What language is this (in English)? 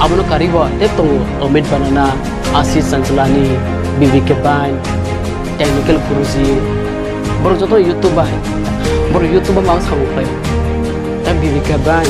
Kok Borok